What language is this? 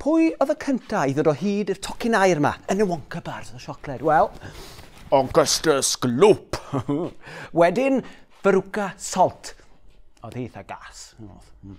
Welsh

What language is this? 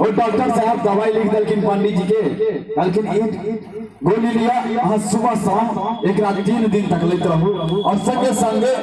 Maithili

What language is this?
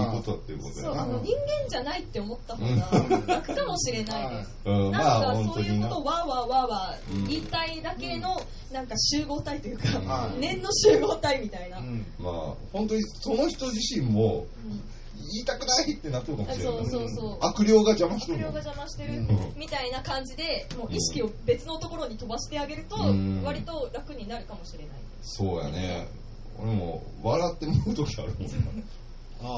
Japanese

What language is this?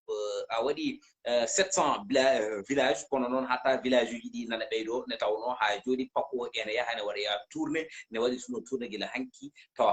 Fula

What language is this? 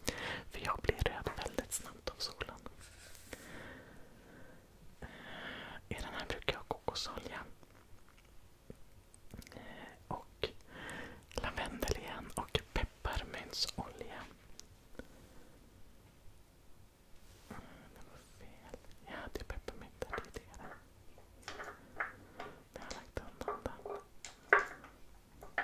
Swedish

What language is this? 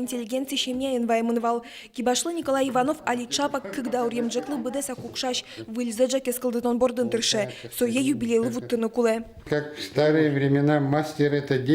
Udmurt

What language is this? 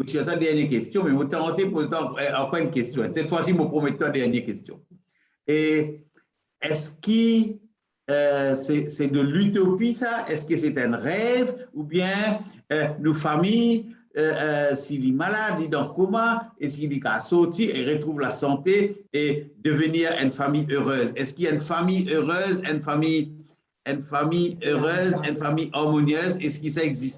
Morisyen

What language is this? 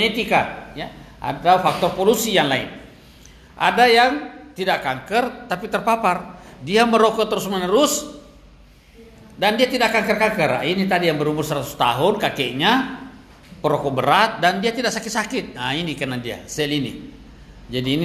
Indonesian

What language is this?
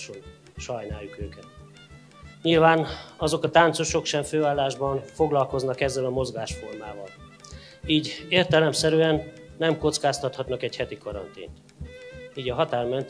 Hungarian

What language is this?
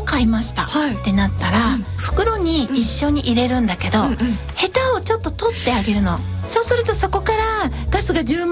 Japanese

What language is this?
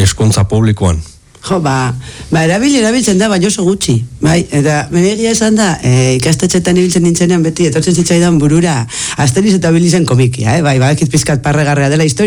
Basque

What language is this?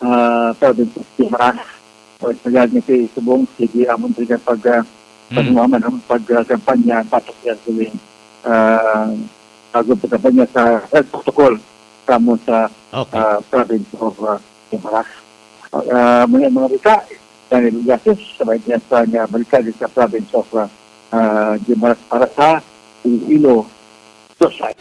Hiligaynon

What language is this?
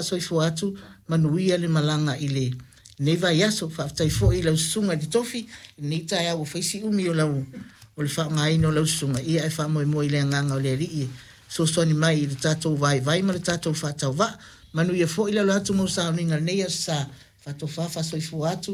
Samoan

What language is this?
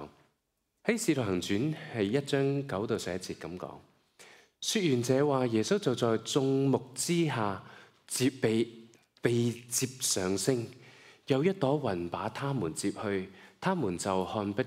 Cantonese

